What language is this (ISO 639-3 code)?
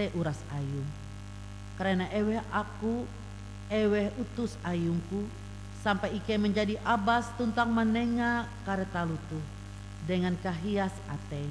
nij